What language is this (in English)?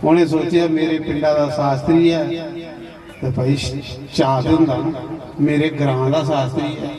Dogri